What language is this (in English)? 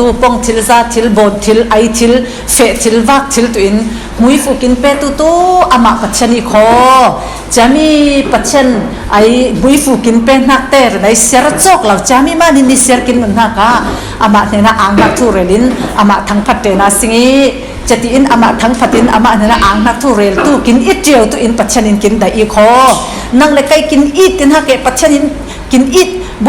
Falam Chin